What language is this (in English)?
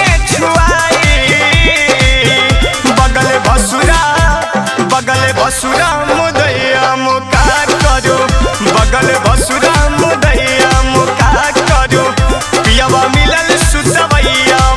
Bhojpuri